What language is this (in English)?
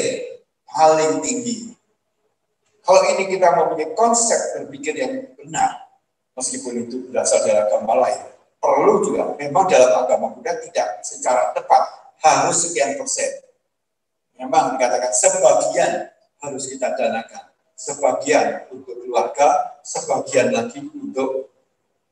Indonesian